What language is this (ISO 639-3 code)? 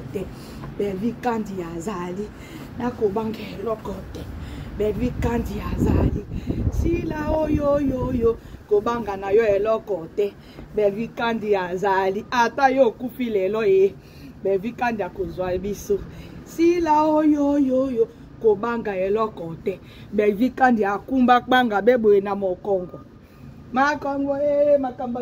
lin